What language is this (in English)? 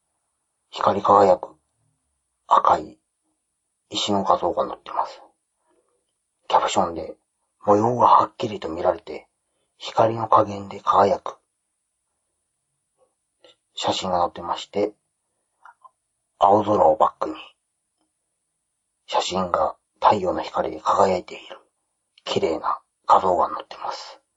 Japanese